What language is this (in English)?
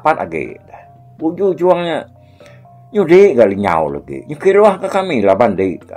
Iban